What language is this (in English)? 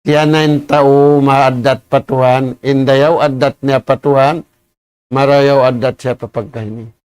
Tausug